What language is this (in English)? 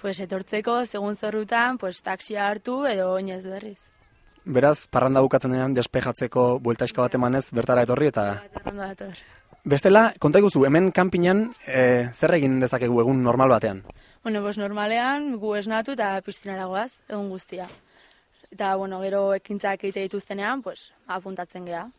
Basque